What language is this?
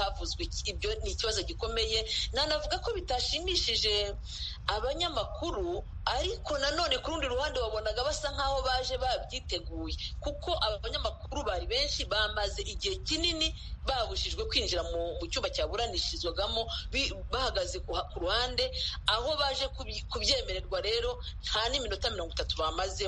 Kinyarwanda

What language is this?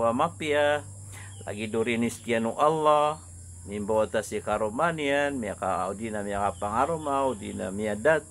Maranao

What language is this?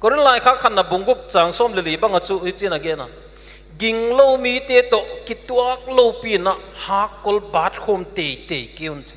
Paite Chin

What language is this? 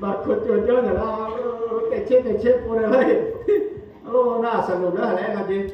Akha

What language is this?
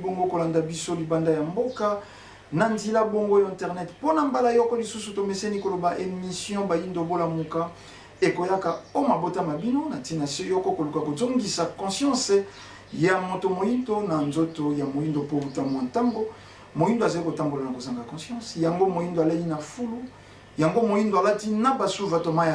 Lingala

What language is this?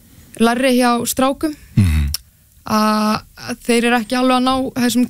Icelandic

